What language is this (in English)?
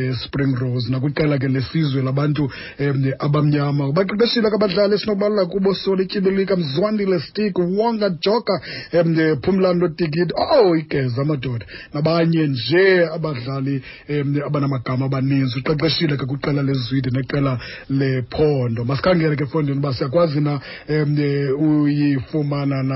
Xhosa